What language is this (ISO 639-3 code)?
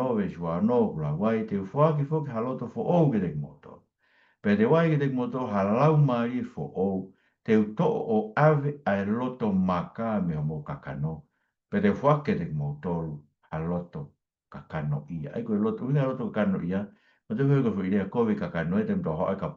ton